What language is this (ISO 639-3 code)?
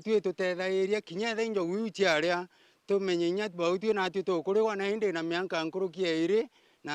mer